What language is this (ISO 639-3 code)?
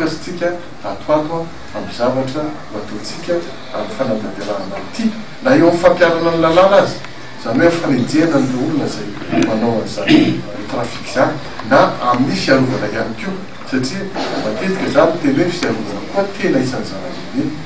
mlg